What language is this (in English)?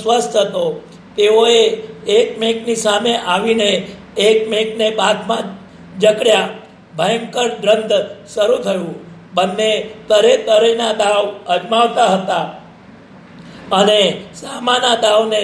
Gujarati